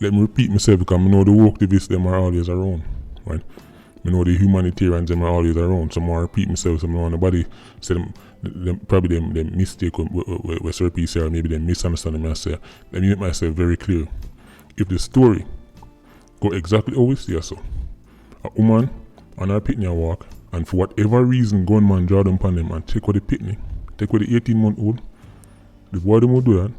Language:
Jamaican Creole English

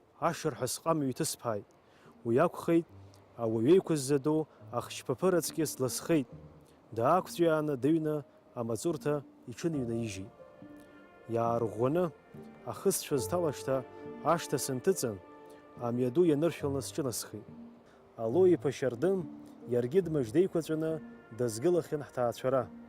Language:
Abkhazian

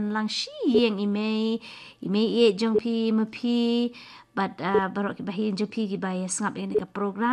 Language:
Khasi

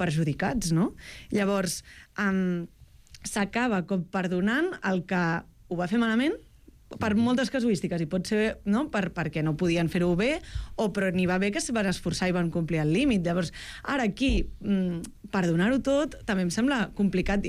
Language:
Catalan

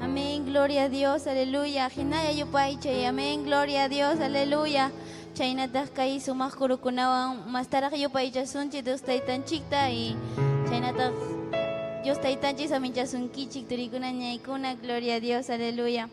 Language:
Ayacucho Quechua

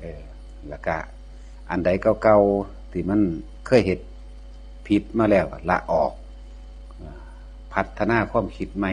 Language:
Northeastern Thai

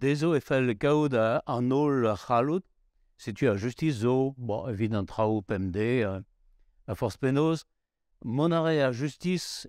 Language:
Breton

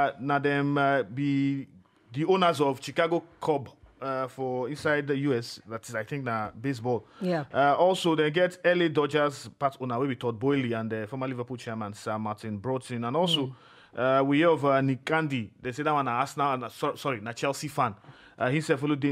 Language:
Nigerian Pidgin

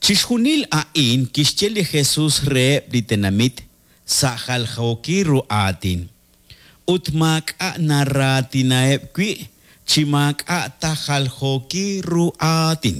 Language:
Kekchí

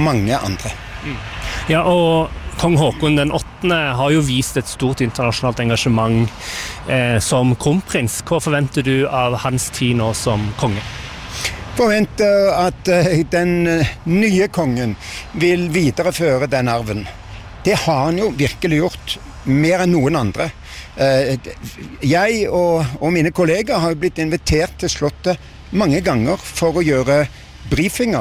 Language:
Norwegian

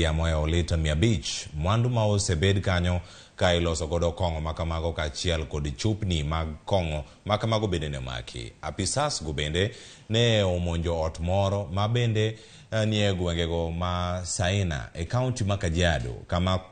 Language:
Luo (Kenya and Tanzania)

